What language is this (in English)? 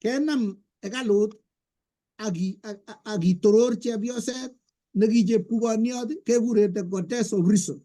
Kalenjin